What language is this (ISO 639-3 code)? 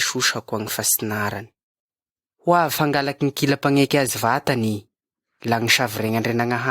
mlg